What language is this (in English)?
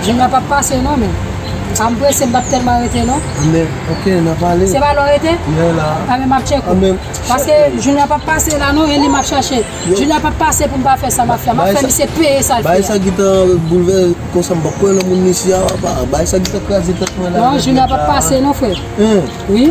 Haitian Creole